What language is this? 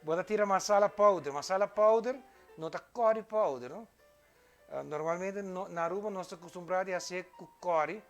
Papiamento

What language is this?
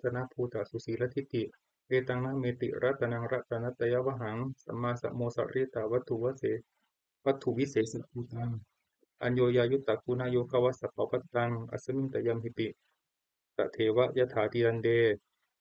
Pali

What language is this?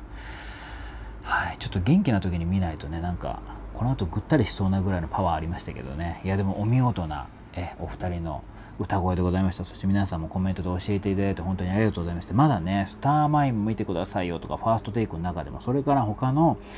Japanese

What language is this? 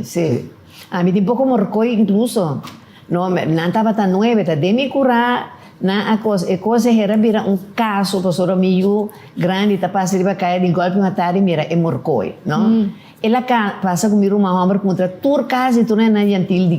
Papiamento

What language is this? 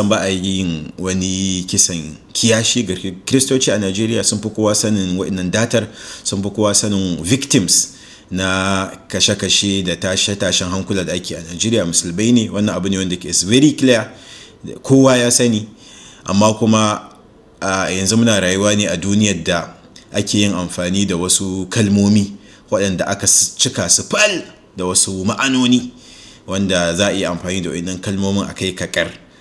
Hausa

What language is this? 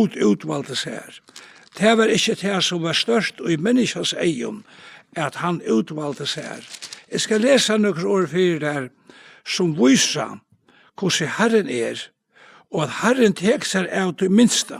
Faroese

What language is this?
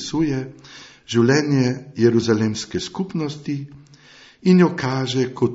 Slovenian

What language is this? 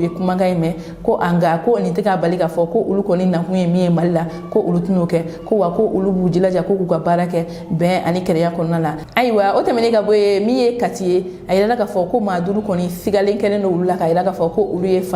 Bambara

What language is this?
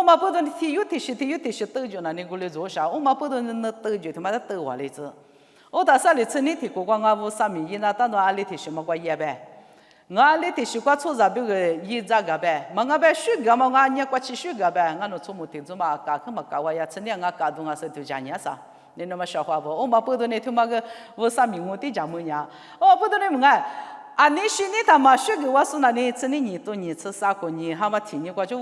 Lisu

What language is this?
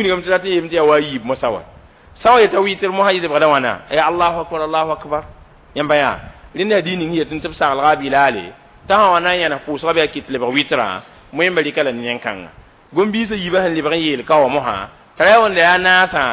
Mossi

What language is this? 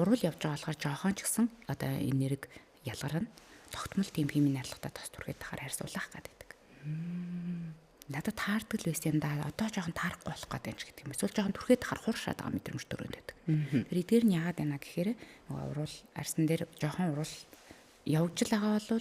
Mongolian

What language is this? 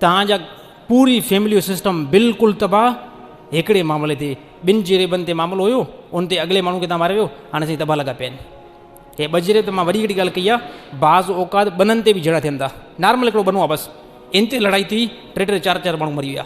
Sindhi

